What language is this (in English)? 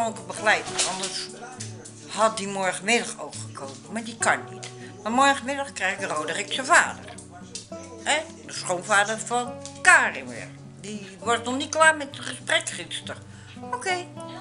Dutch